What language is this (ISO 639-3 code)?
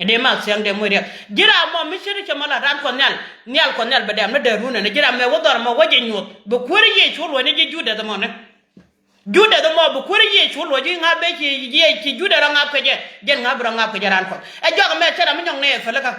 nus